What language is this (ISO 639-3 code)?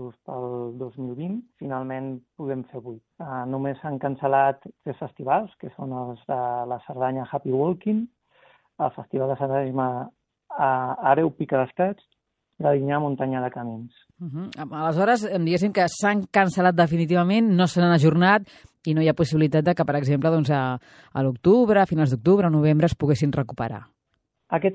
cat